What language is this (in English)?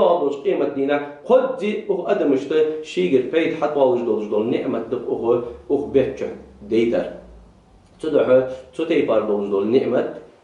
Ingush